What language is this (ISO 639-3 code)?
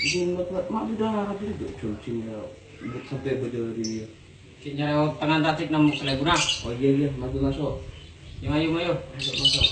mad